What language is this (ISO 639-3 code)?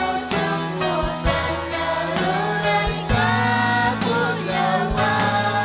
quy